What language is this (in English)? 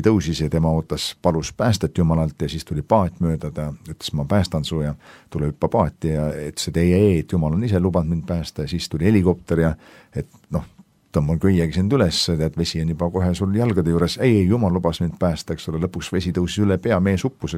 Estonian